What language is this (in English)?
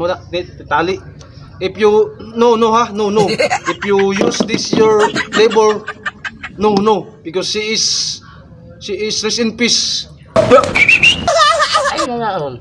Cebuano